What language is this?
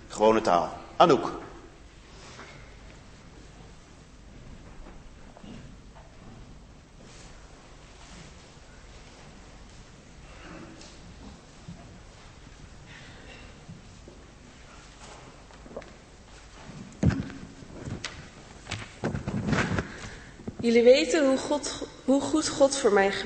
Dutch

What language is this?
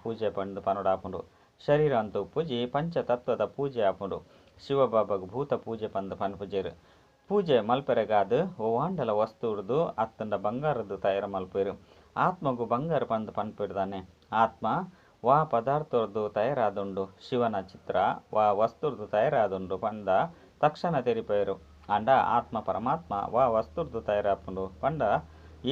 Tulu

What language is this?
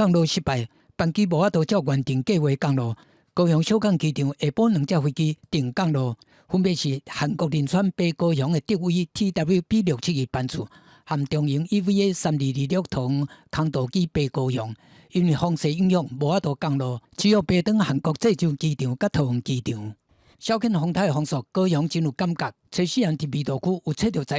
Min Nan Chinese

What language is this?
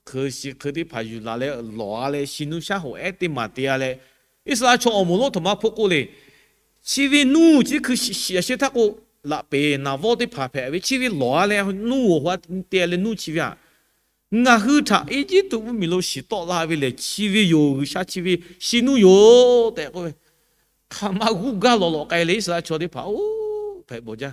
Lahu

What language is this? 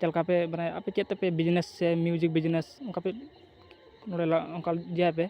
Santali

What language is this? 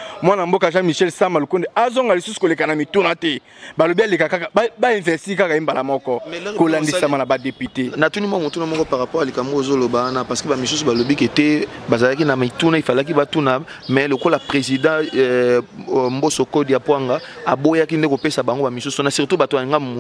Lingala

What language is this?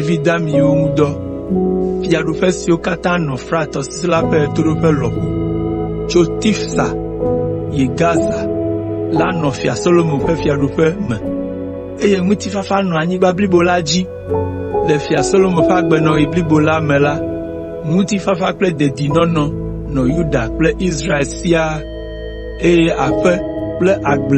Ewe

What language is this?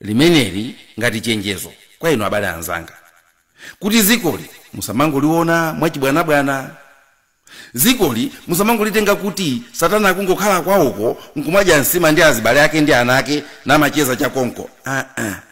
Nyanja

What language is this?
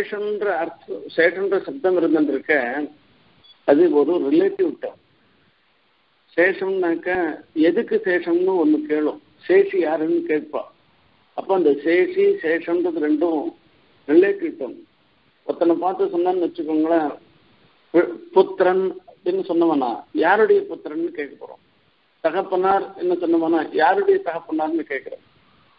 Tamil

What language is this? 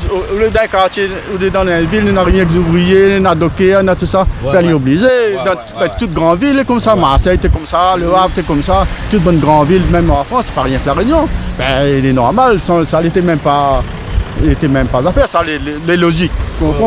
Réunion Creole French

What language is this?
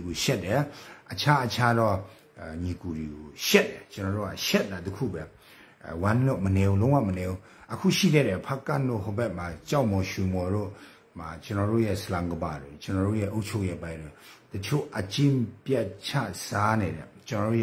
Burmese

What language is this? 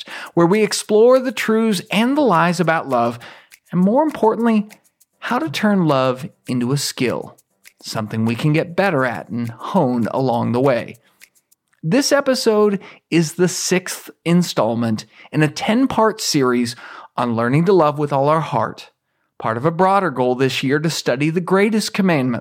English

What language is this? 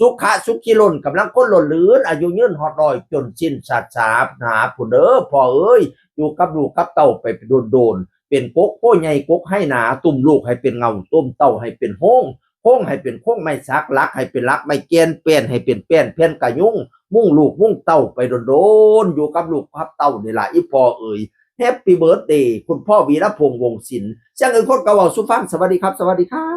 Northeastern Thai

